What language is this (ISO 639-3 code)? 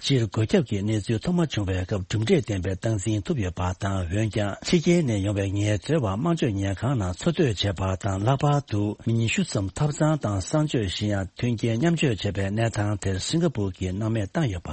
bod